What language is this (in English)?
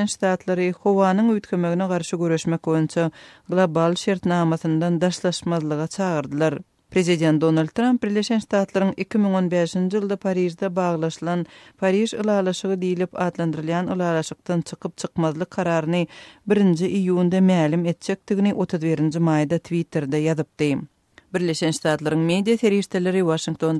Turkmen